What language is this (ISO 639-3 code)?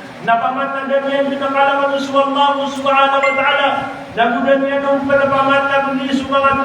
mrw